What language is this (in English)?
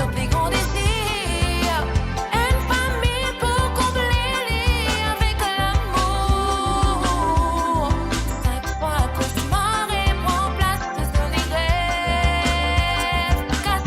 Morisyen